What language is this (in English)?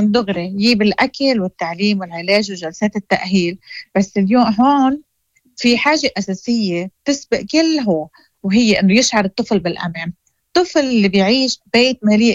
Moroccan Arabic